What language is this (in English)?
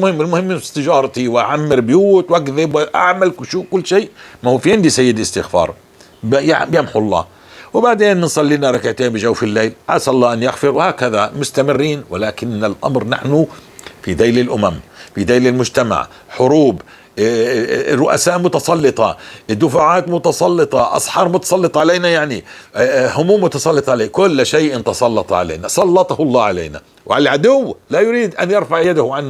North Levantine Arabic